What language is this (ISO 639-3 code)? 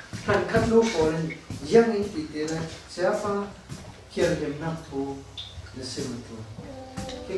cfm